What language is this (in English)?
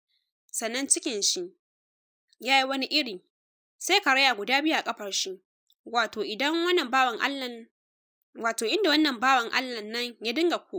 Hausa